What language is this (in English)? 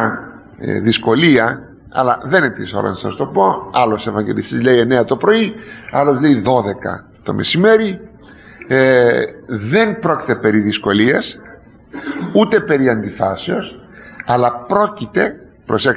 Greek